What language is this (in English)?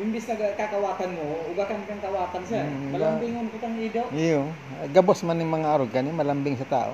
Bikol